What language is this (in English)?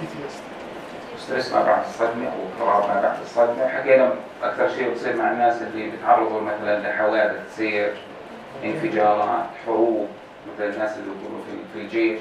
North Levantine Arabic